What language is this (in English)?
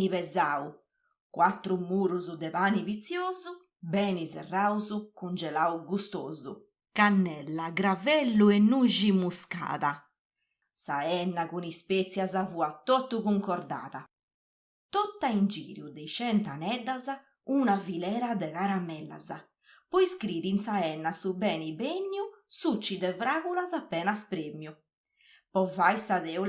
Sardinian